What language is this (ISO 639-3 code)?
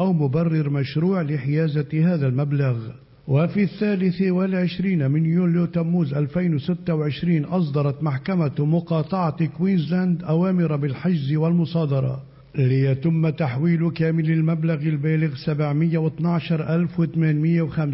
ara